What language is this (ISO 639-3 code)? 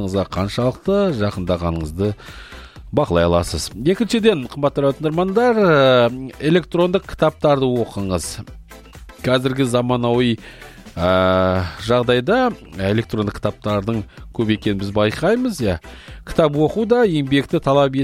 kaz